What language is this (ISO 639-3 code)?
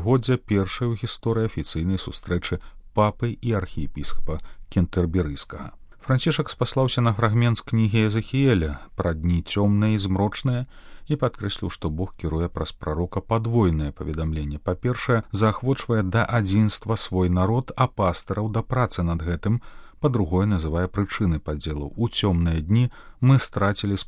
bel